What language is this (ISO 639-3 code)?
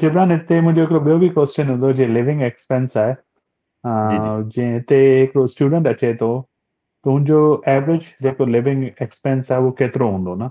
snd